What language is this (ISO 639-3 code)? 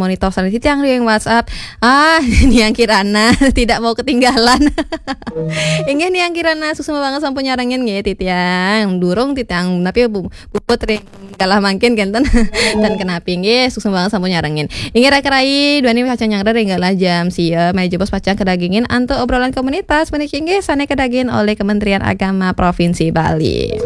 ban